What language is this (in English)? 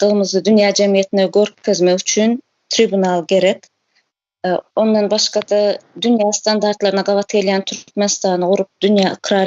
Turkmen